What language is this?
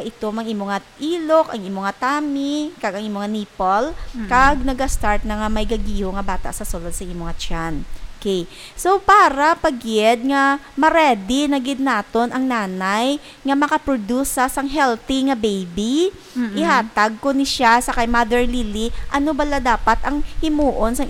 Hiligaynon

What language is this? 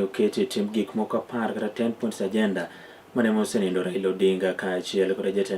Luo (Kenya and Tanzania)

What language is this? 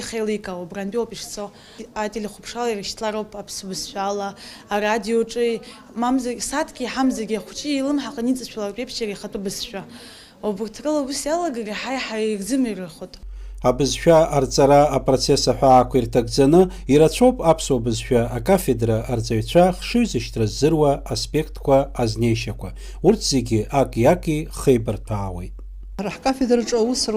Abkhazian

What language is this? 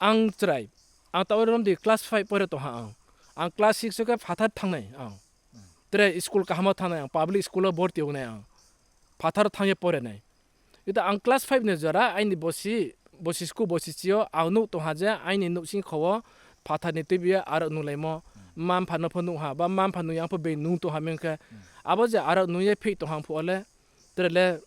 Riang (India)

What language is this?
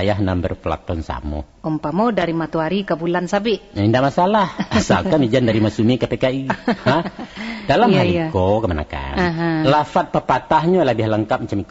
Minangkabau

